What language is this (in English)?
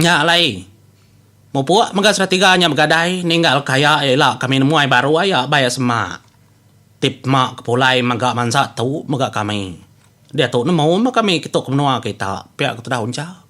Iban